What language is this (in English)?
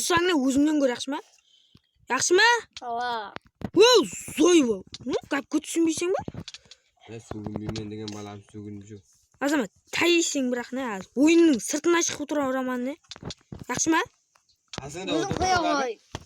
Kara-Kalpak